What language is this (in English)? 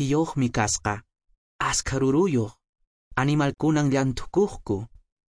Quechua